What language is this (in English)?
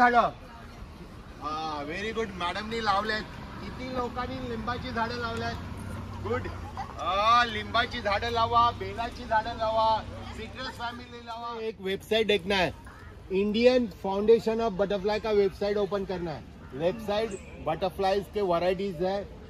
Marathi